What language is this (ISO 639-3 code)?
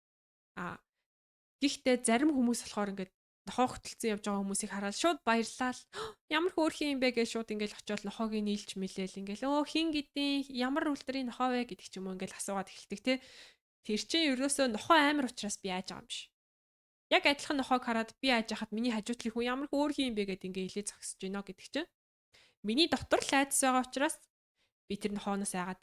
mon